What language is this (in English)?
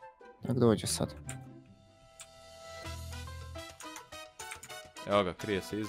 Croatian